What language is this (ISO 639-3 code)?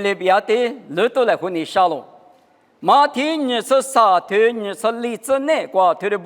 lis